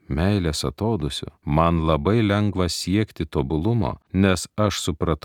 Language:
Lithuanian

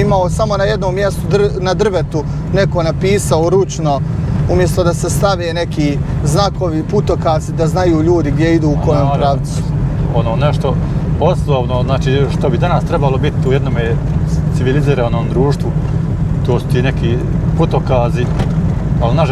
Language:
Bosnian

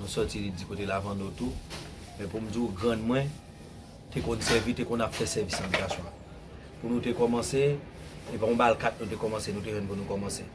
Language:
Haitian Creole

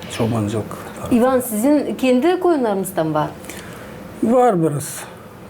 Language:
Gagauz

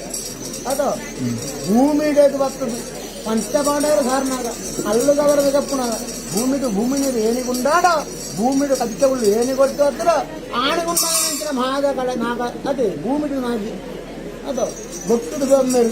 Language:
Tulu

